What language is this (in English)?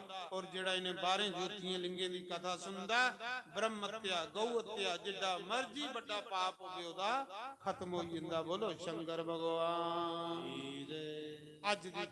Dogri